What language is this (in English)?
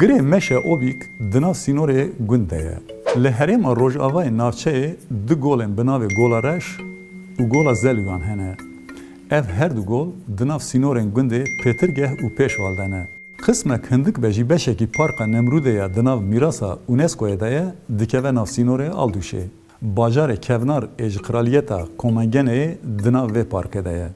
Kurdish